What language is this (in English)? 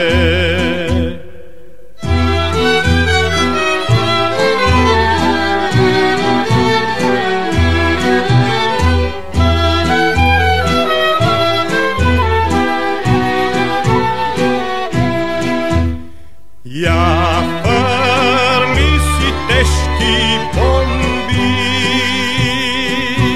Macedonian